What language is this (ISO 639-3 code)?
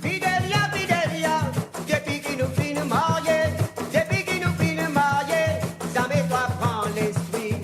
mfe